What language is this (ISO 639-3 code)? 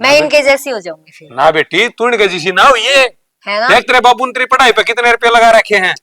bgc